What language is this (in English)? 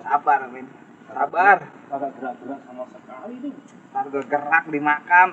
Betawi